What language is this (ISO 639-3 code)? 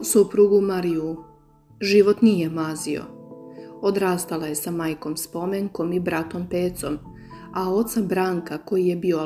srp